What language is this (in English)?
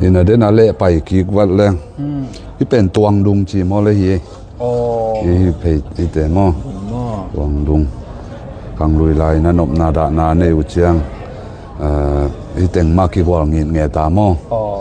Tedim Chin